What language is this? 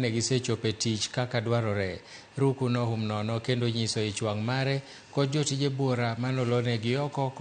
Luo (Kenya and Tanzania)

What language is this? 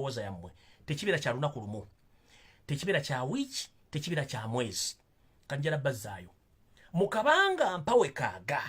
Ganda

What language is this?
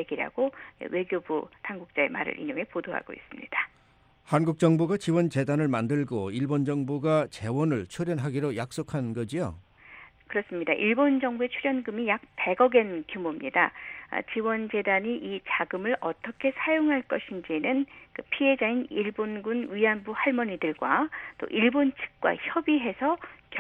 Korean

